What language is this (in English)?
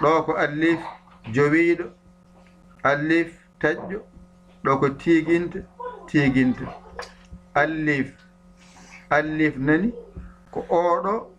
Fula